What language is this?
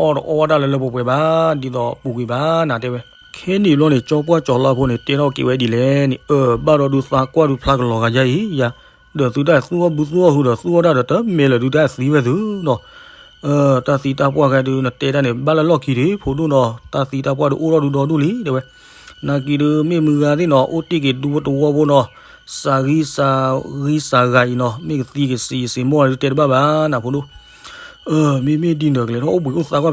S'gaw Karen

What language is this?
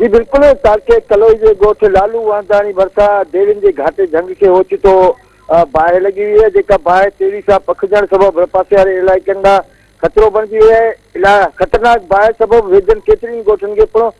Sindhi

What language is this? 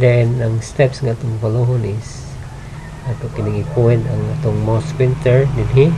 Cebuano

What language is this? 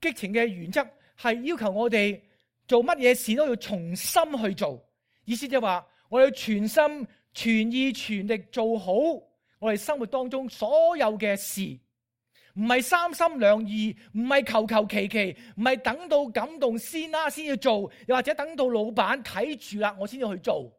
Cantonese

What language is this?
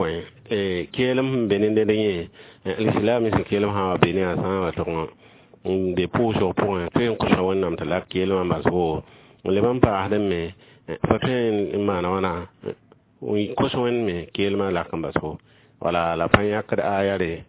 Mossi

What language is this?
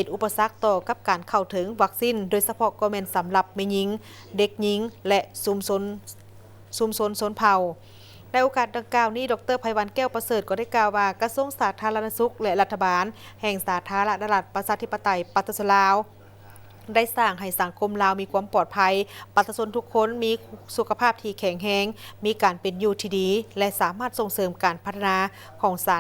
Lao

